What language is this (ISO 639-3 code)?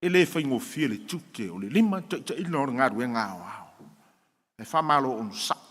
smo